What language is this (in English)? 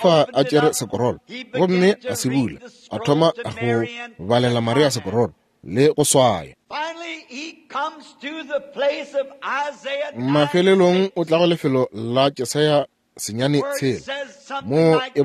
Northern Sotho